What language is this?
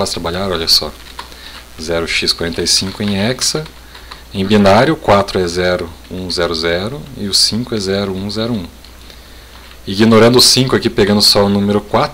Portuguese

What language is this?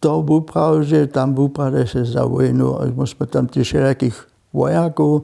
Upper Sorbian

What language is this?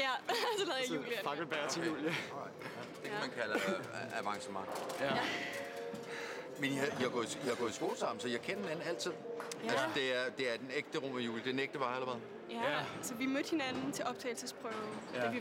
Danish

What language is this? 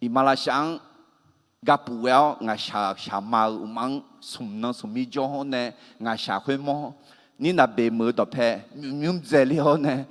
Akha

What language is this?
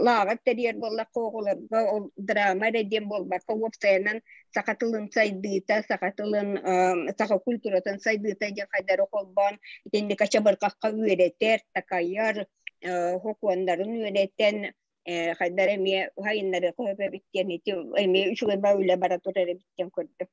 Yakut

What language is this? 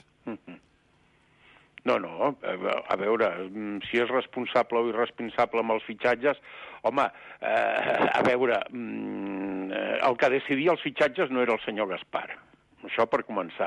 Catalan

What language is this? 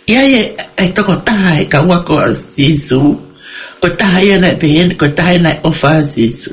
Tongan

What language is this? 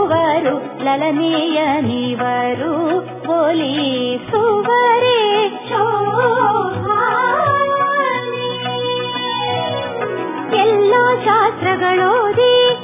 Kannada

